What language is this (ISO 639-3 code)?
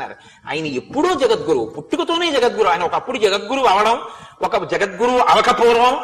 tel